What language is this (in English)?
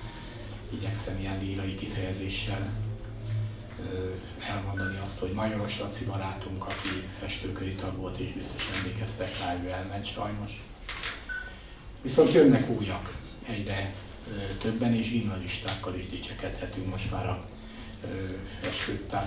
Hungarian